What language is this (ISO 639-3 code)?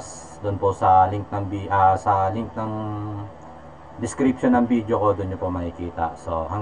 fil